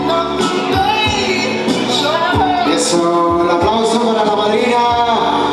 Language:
Spanish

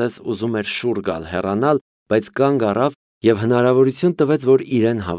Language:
Armenian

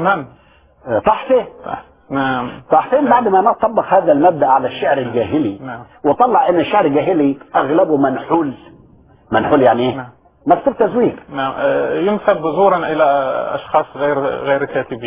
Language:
Egyptian Arabic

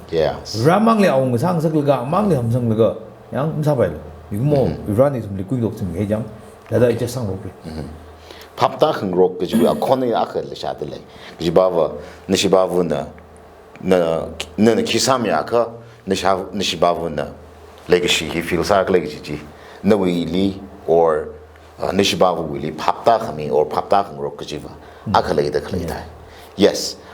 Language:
Tangkhul Naga (India)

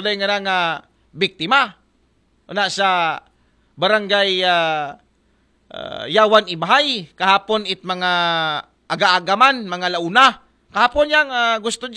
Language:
Aklanon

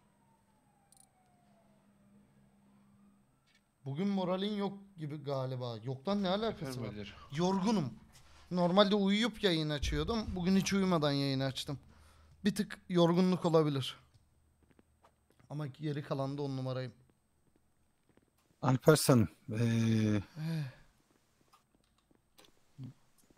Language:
Turkish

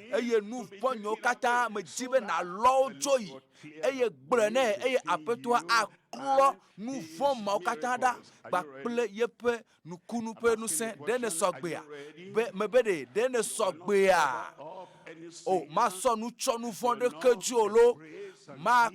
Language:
Ewe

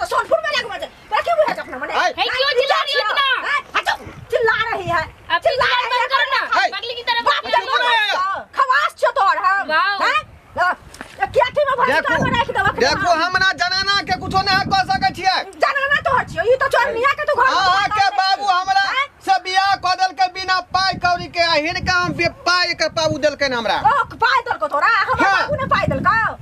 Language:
Maithili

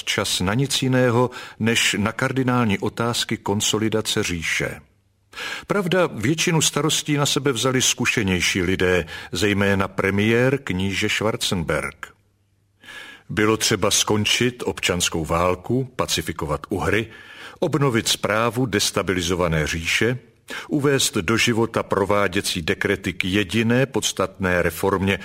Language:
Czech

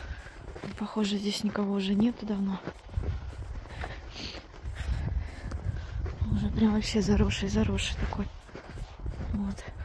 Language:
Russian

